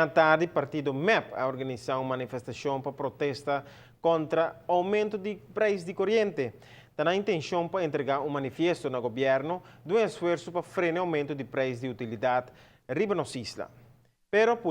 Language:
Papiamento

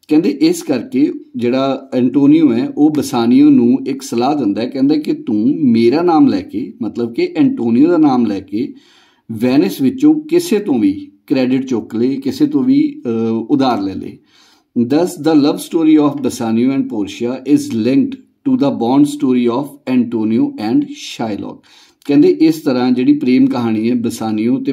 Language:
Punjabi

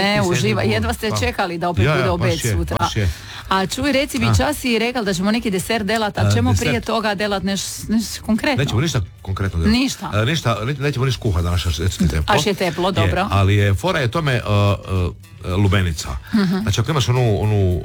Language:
Croatian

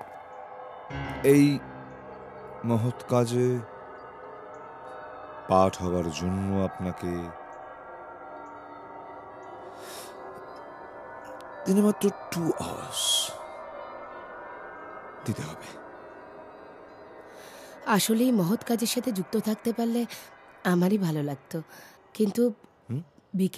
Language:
Bangla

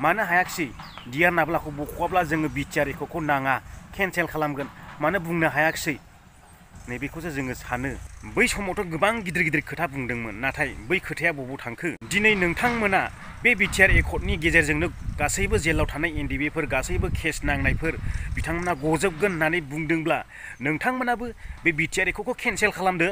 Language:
Bodo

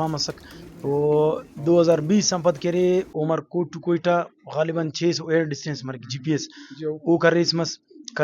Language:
Brahui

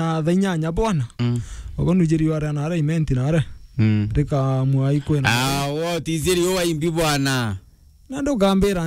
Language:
Meru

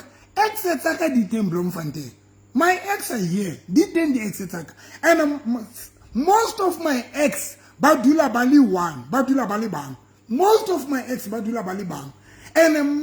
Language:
Southern Sotho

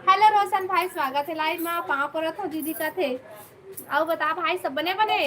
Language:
Chhattisgarhi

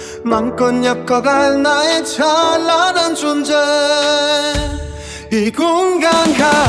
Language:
Korean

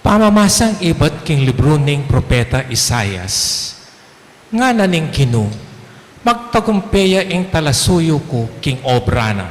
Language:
Pampanga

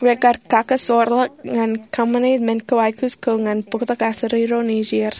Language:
Marshallese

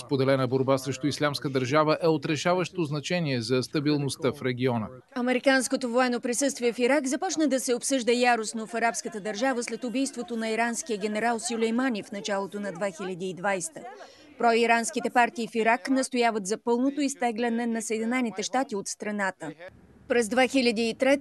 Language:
Bulgarian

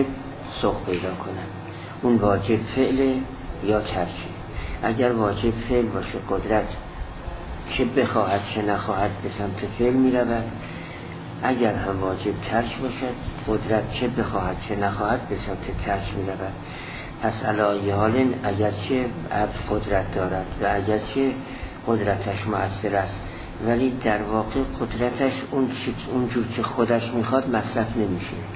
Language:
Persian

